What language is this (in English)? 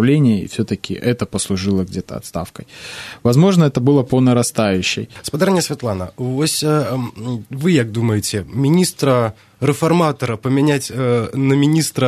Belarusian